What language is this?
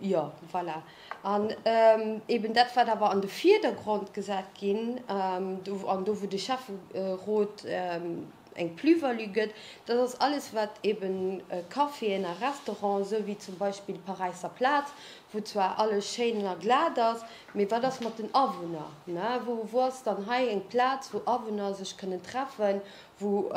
Luxembourgish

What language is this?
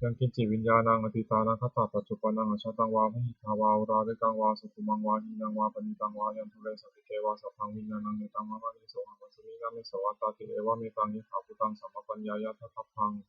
Pali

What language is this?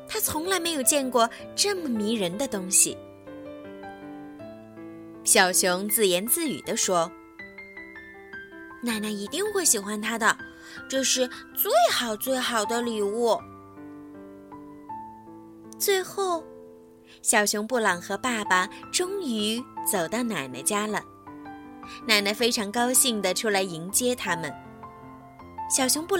Chinese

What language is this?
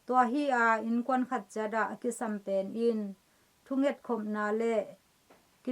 Tedim Chin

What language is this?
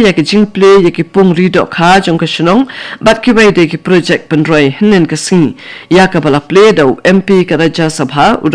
Khasi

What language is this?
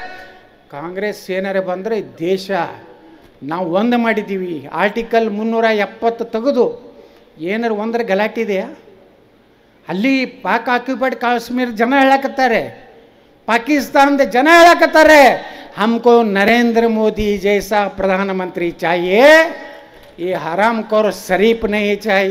Kannada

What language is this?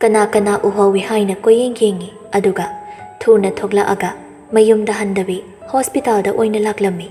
Manipuri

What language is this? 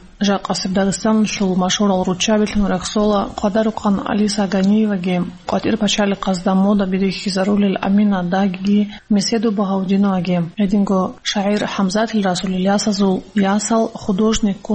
Avaric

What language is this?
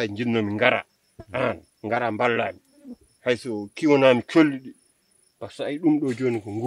Fula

